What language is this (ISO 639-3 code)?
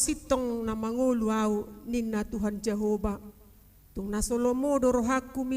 bbc